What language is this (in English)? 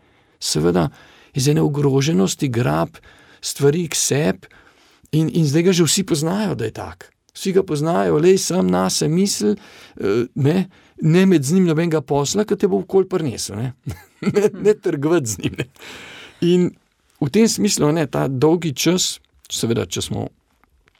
Slovenian